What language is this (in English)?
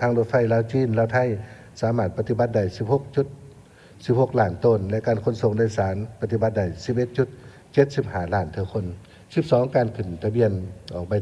Lao